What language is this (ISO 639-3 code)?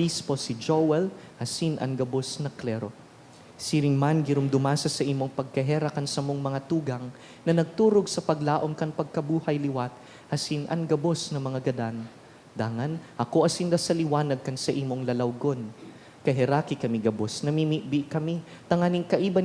bik